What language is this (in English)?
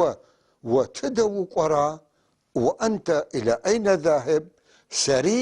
North Levantine Arabic